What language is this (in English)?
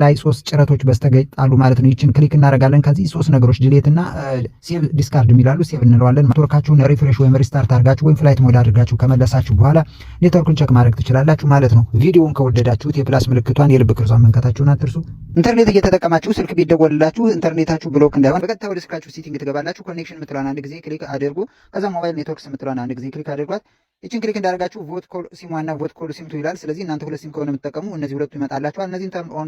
Amharic